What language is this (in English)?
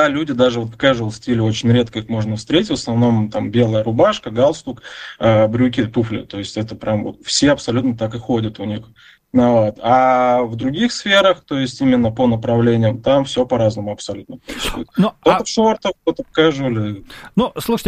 Russian